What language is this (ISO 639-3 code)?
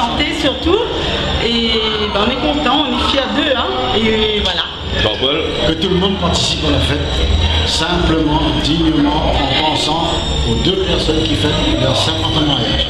rcf